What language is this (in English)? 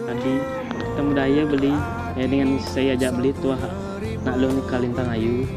Balinese